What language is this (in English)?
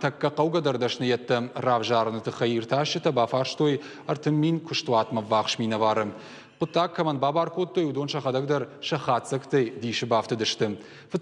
Ossetic